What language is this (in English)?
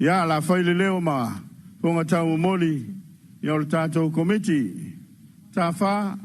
Samoan